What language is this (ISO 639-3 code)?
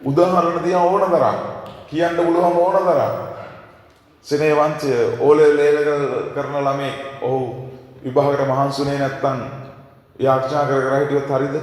sin